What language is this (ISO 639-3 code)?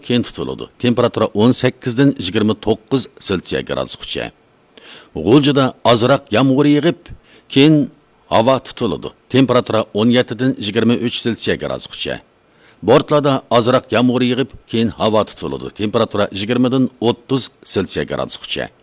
uig